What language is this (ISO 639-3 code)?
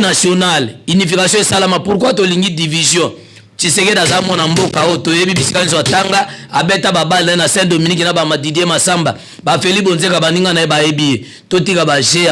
lin